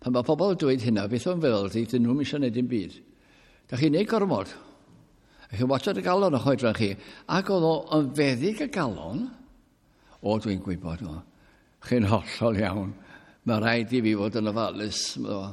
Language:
Welsh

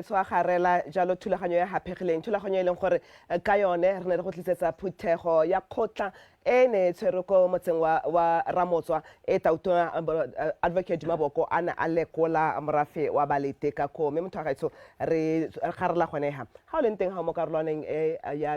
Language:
Tswana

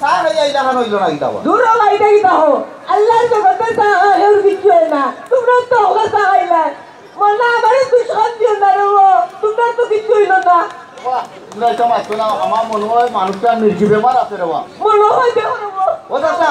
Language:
Sylheti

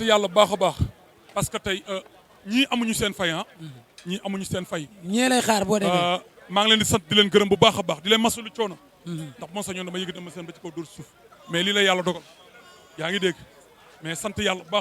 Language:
Wolof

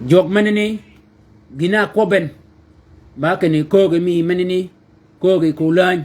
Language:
Shilluk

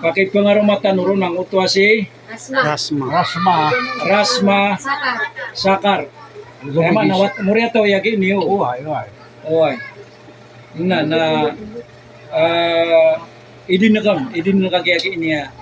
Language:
Maranao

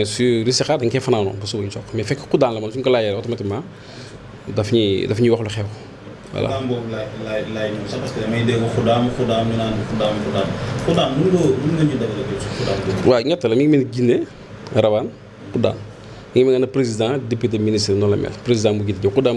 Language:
Wolof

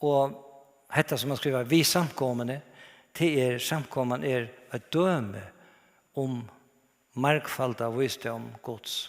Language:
Faroese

